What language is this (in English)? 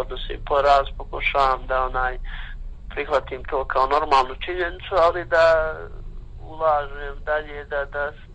Croatian